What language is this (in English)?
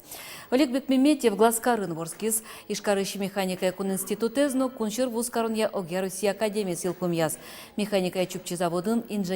Udmurt